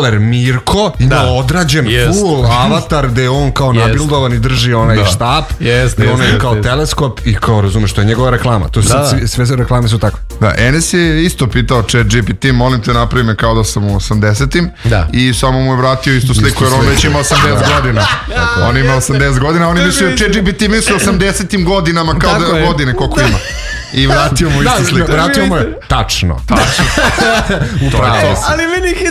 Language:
Serbian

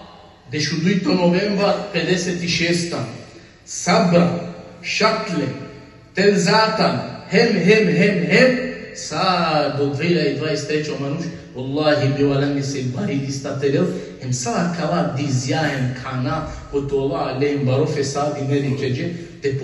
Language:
Balkan Romani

